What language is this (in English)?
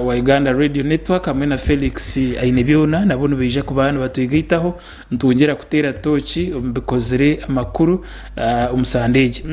Nyankole